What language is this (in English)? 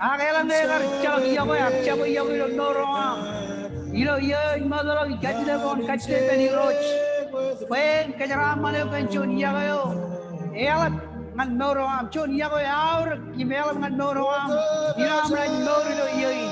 Marshallese